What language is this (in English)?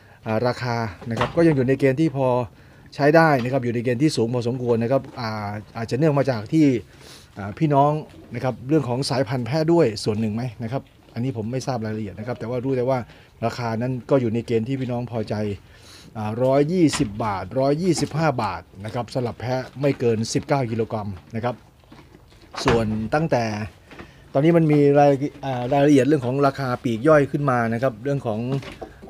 Thai